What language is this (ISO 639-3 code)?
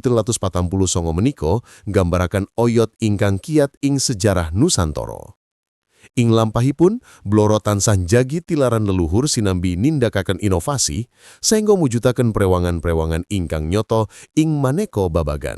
jav